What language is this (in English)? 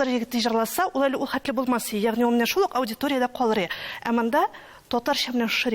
Tatar